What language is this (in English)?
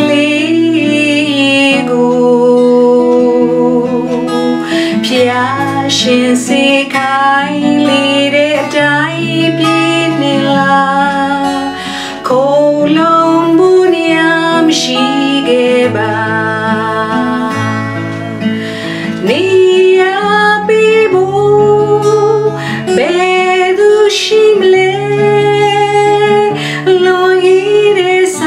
Burmese